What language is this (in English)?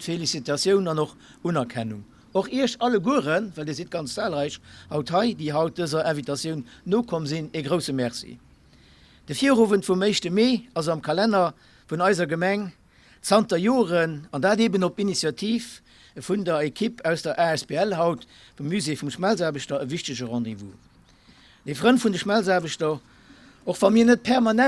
Luxembourgish